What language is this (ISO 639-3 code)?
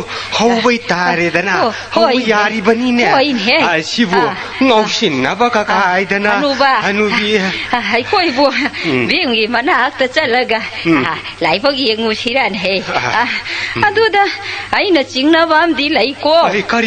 mni